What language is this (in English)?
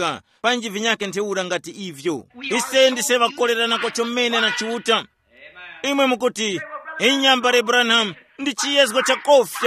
Tumbuka